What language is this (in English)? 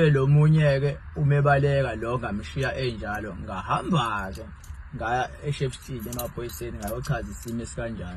Zulu